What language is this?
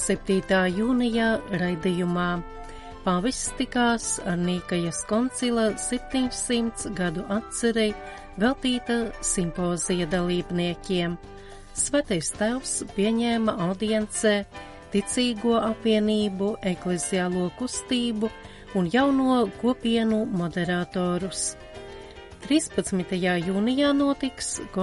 Latvian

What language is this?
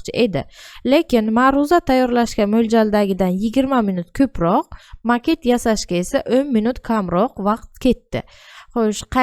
Uzbek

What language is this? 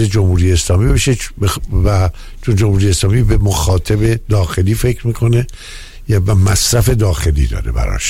Persian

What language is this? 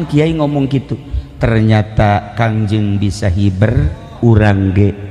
Sundanese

